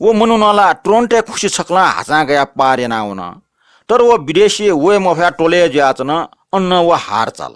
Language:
Newari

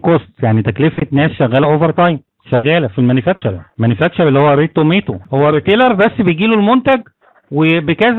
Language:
Egyptian Arabic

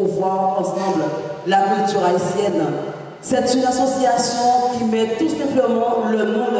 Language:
French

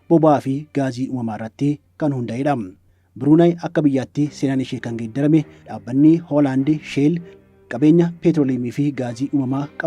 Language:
Oromo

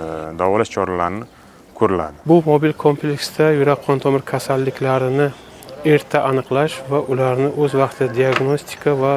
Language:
Uzbek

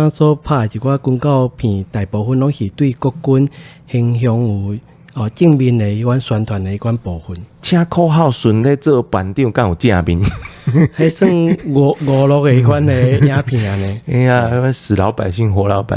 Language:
Min Nan Chinese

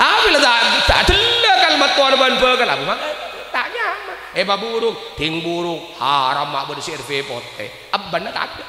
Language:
Madurese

